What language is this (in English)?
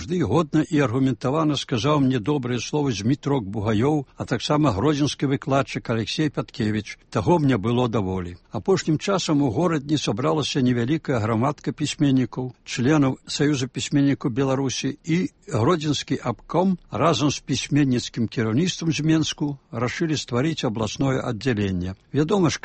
Belarusian